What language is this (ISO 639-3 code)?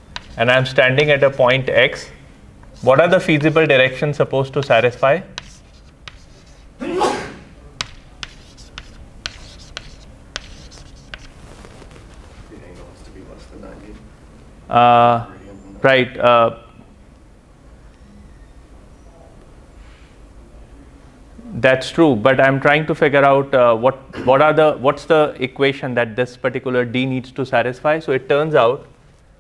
eng